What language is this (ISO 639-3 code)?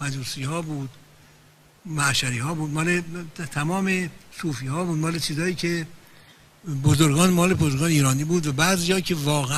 fas